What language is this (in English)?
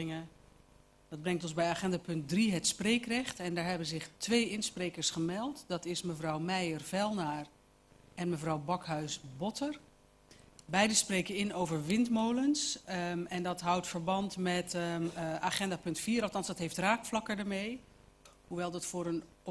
Dutch